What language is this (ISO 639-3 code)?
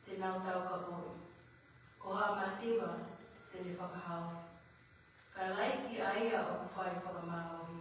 ton